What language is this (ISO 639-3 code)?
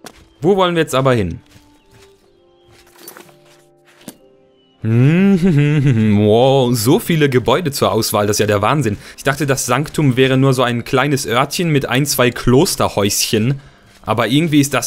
deu